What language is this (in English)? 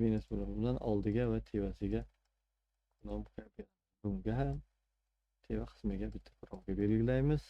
Uzbek